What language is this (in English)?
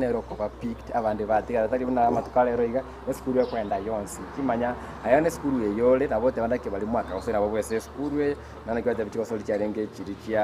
Gusii